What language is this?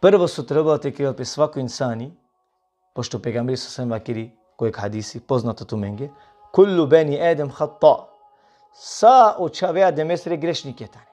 Balkan Romani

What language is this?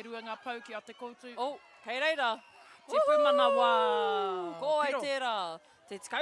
Māori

